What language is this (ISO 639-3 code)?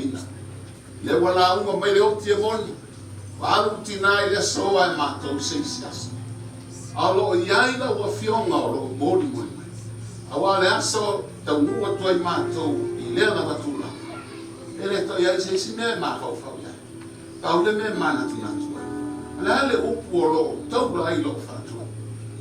smo